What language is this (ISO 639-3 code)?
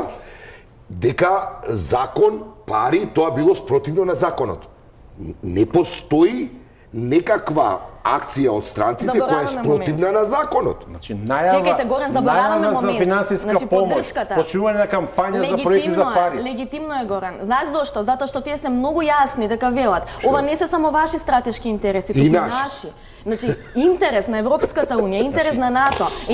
mkd